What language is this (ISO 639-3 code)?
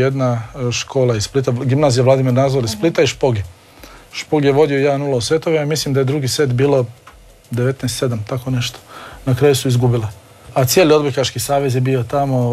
hrv